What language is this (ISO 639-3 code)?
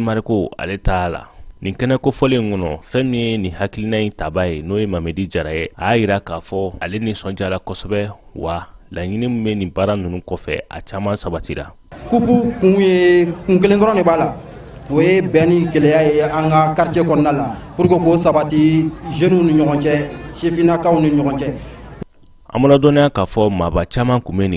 bam